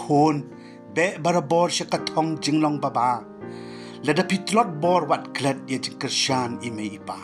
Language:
Khasi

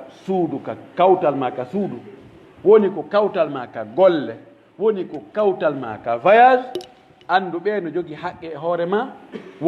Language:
Pular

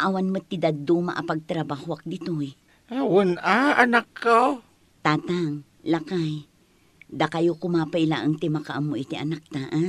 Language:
Iloko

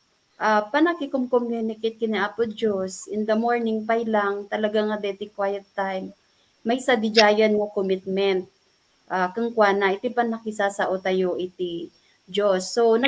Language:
Iloko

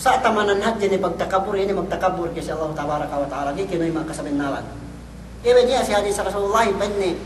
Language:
Yakan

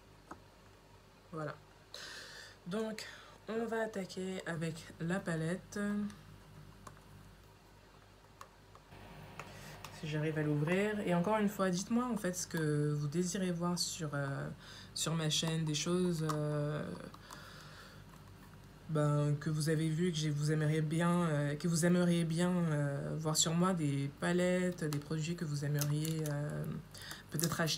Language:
French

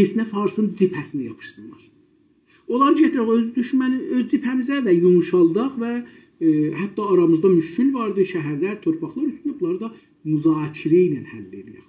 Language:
South Azerbaijani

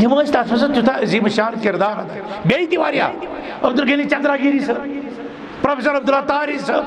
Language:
Kashmiri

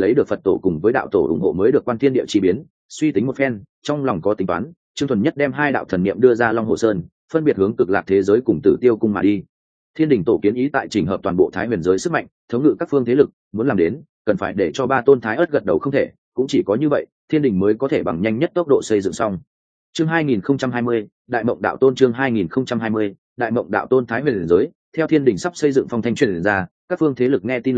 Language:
Vietnamese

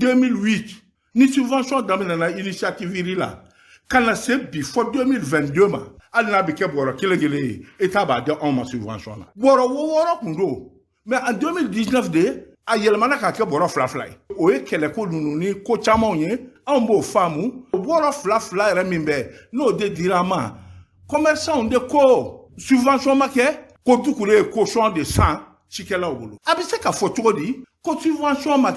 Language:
Bambara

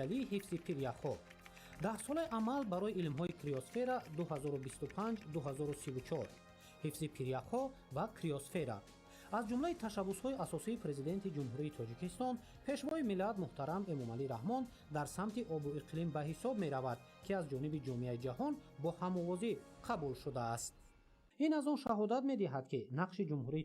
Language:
Tajik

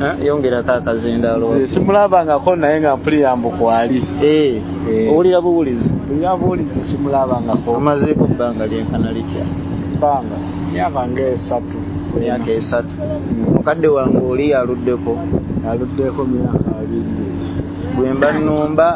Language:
Ganda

